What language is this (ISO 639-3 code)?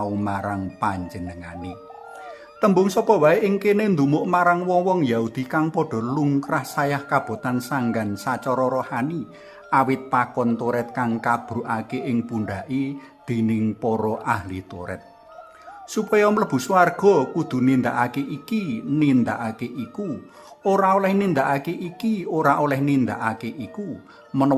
jav